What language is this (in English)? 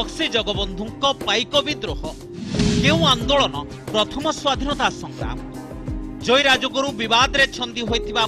Odia